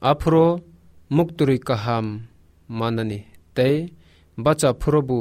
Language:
Kok Borok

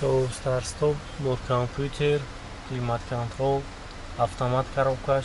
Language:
Tajik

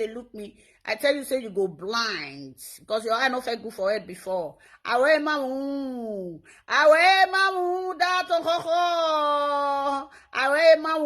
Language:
Nigerian Pidgin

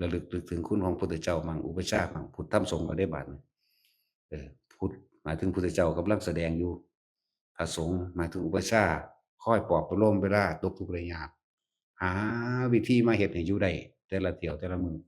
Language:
Northeastern Thai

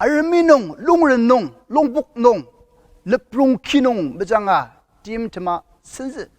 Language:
Ao Naga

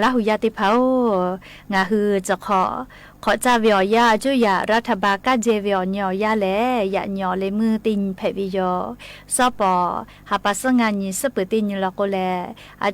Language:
Lahu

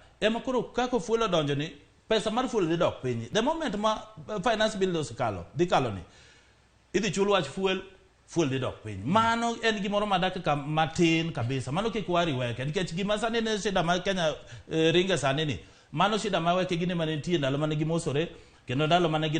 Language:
Luo (Kenya and Tanzania)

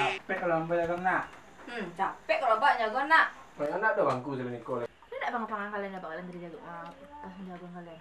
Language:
Minangkabau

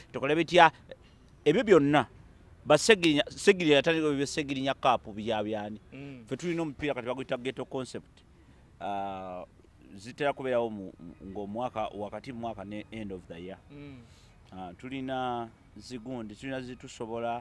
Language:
Ganda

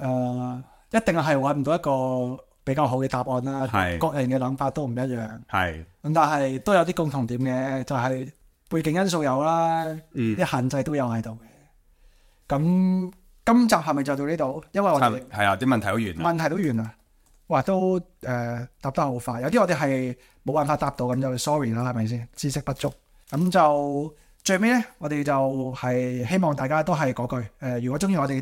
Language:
Cantonese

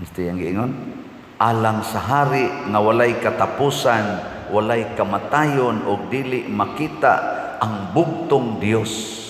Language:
Cebuano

